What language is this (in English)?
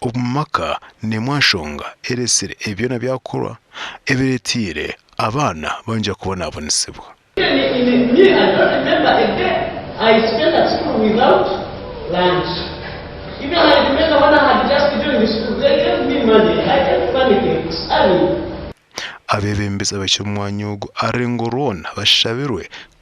Nyankole